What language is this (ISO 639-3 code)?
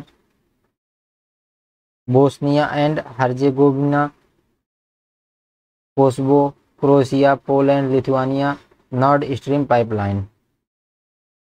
hin